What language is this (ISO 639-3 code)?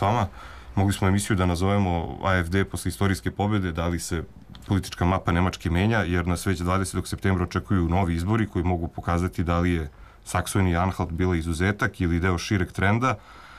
srp